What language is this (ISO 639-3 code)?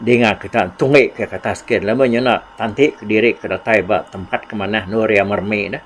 iba